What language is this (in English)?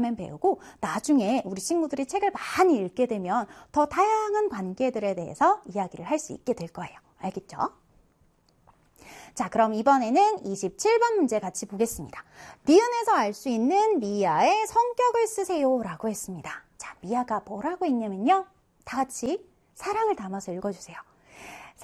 Korean